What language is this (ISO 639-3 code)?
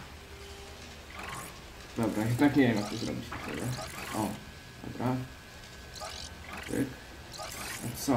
pol